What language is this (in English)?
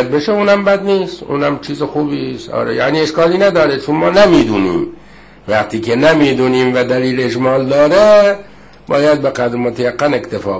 Persian